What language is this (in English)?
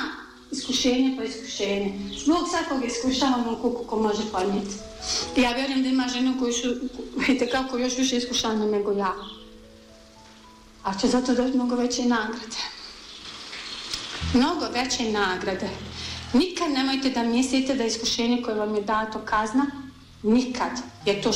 Bosnian